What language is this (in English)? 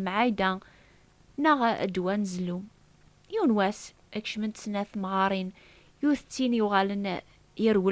Kabyle